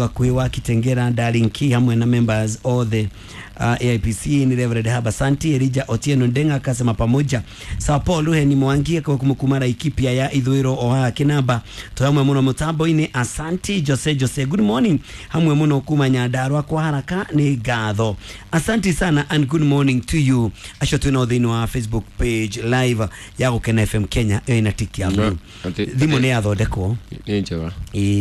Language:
Kikuyu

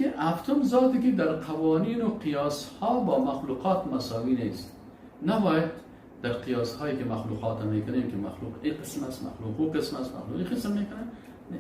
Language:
Persian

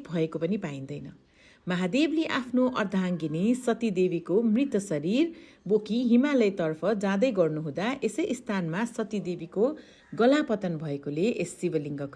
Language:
Nepali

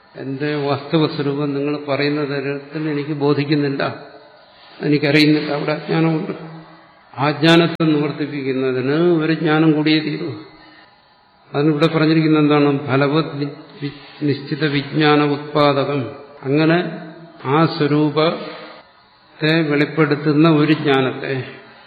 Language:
Malayalam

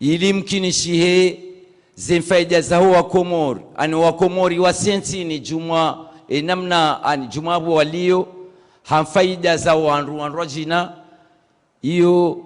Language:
Ngazidja Comorian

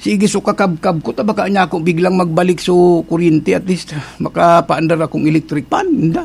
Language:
Bikol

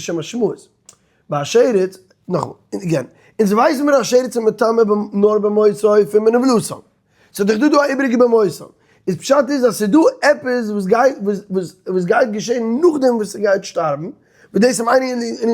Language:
Yiddish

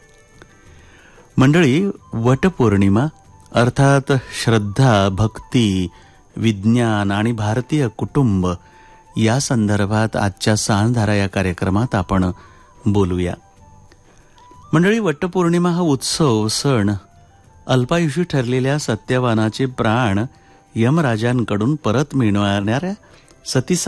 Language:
Marathi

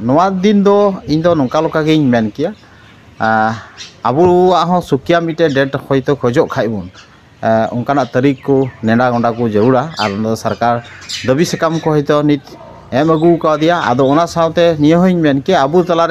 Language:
Santali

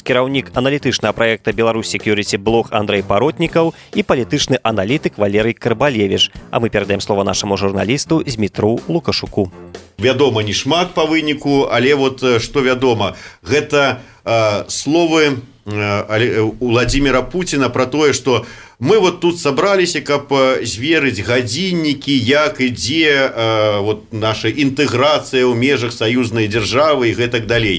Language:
Belarusian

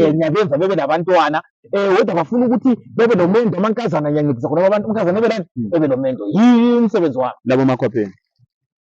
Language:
Zulu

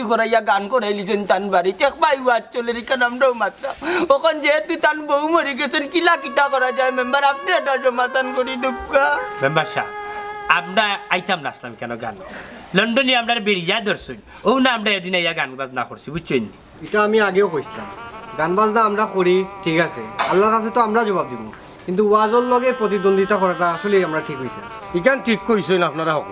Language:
Sylheti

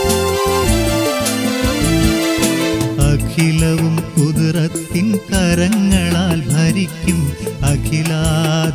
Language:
Malayalam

